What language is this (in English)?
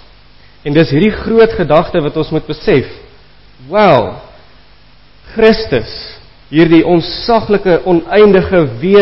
Afrikaans